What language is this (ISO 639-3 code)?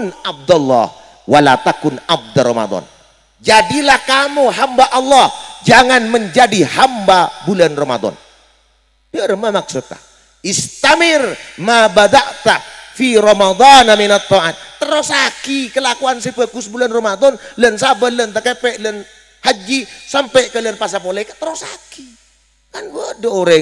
mad